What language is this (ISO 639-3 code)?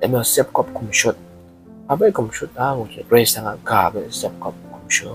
kac